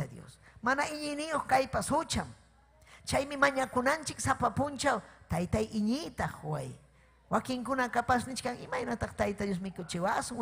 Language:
Ayacucho Quechua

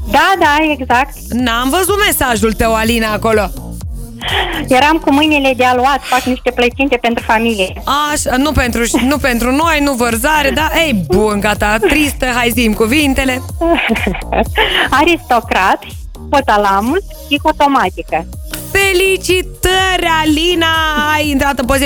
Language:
Romanian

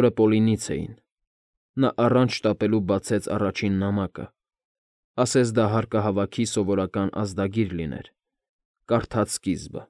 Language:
Armenian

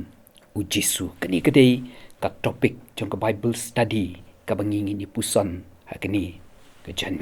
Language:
Khasi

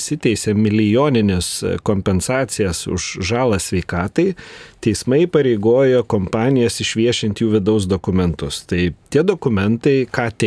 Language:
Lithuanian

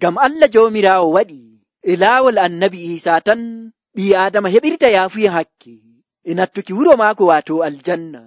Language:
Nigerian Fulfulde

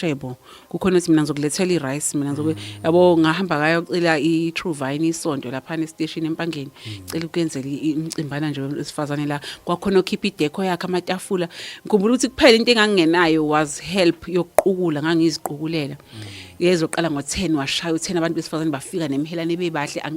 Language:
Zulu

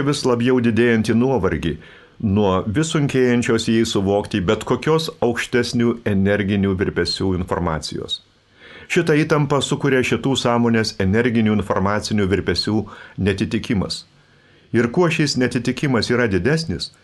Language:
Lithuanian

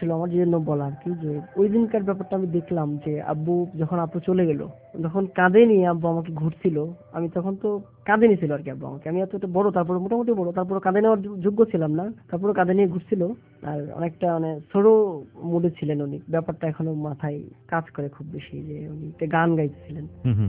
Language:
Bangla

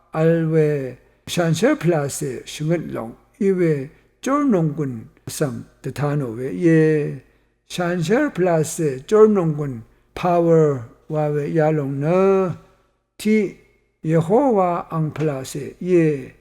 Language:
Rawang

